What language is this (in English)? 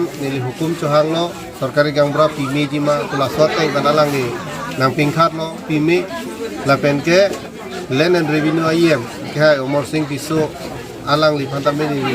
Karbi